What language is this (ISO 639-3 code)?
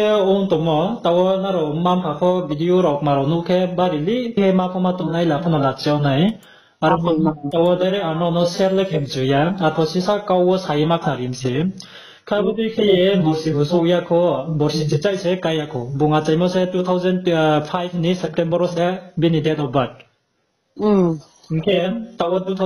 ria